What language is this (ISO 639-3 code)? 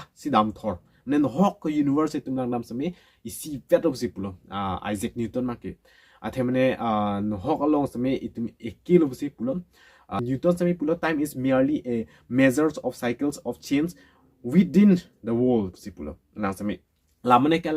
mjw